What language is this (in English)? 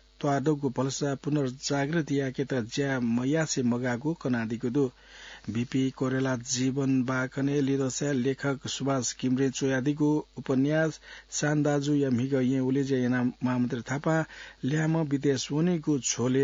Newari